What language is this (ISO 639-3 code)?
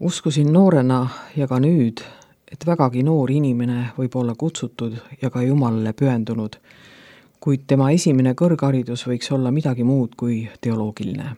est